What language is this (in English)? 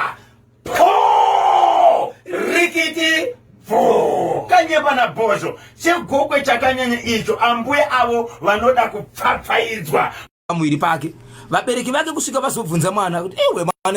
Shona